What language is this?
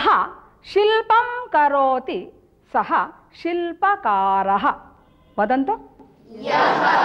Sanskrit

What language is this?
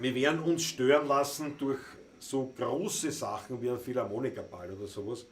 Bavarian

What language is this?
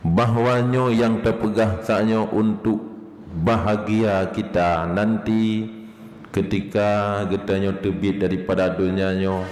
Achinese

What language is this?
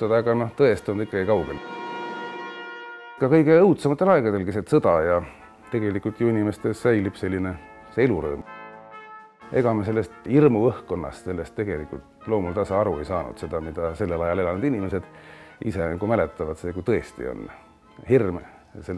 Estonian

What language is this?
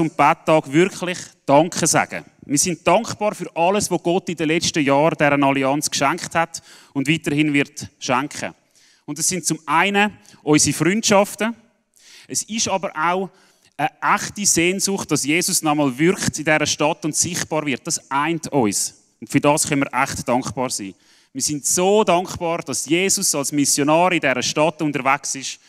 Swiss German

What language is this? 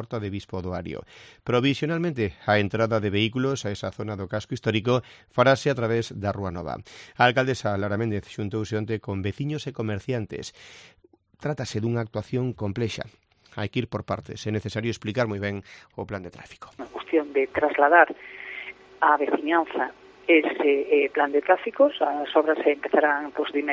Galician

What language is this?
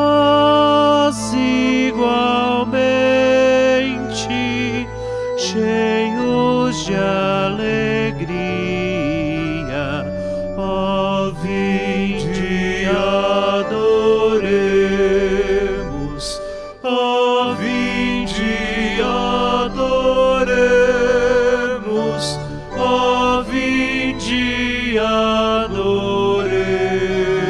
Portuguese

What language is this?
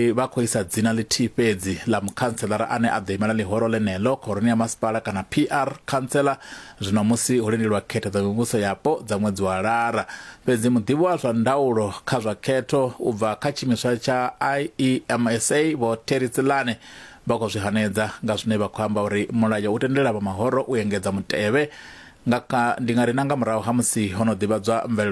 Venda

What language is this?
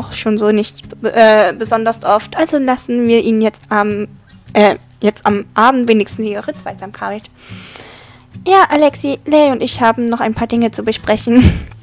German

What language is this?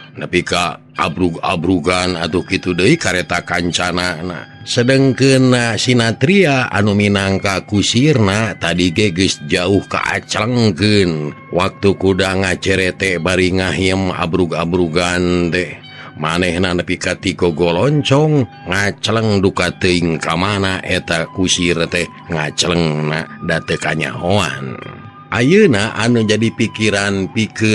Sundanese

